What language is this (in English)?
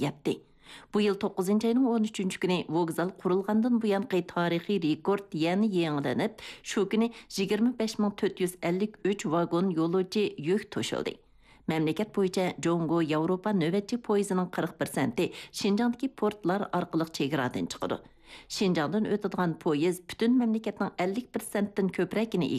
Uyghur